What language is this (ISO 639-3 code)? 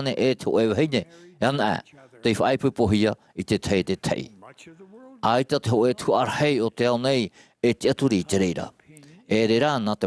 tah